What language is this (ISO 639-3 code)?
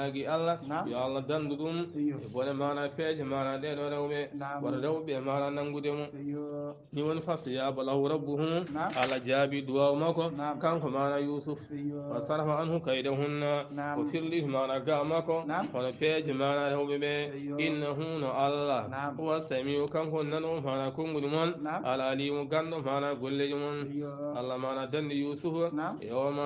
ful